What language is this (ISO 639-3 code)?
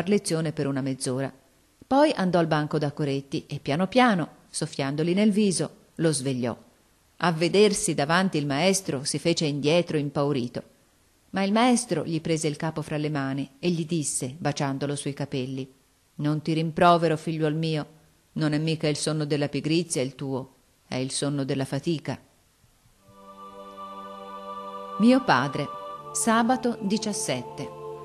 ita